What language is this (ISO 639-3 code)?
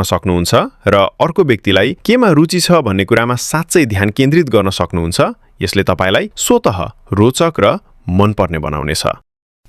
nep